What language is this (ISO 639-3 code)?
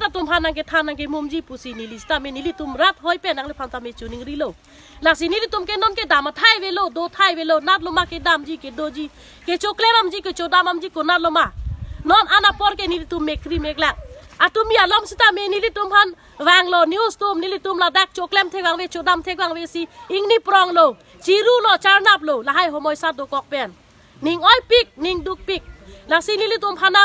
mjw